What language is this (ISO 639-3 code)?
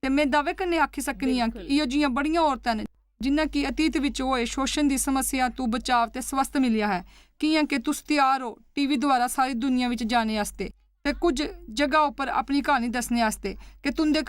doi